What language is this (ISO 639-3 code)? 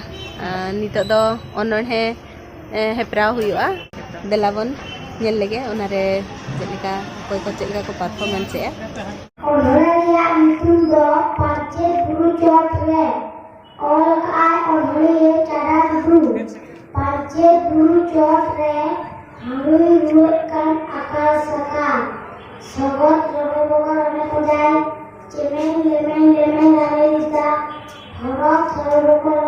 sat